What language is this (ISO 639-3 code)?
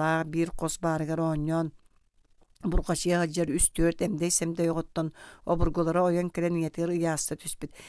sah